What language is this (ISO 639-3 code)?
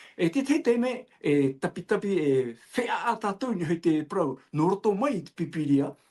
tah